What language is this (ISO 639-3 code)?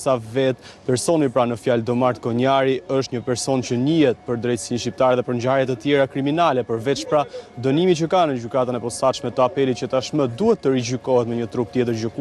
sqi